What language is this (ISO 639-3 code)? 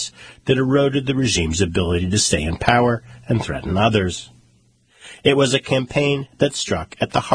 eng